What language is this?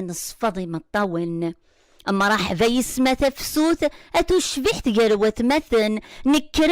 Kabyle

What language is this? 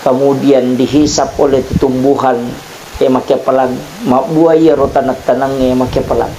Buginese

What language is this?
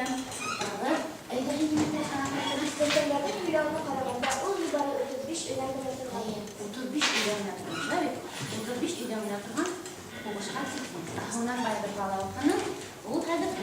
Bashkir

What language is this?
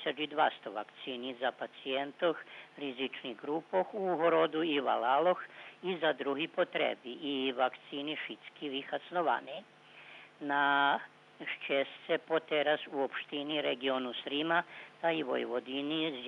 Rusyn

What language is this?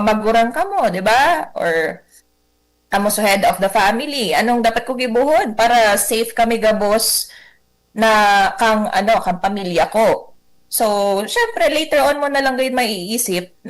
Bikol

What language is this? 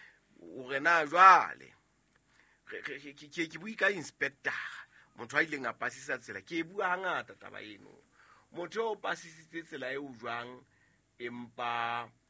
Southern Sotho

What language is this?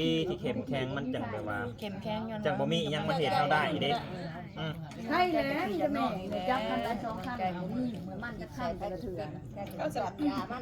Northeastern Thai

